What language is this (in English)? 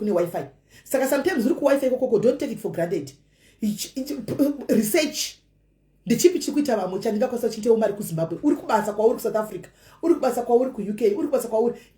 Shona